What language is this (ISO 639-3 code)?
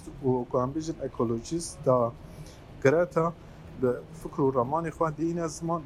kur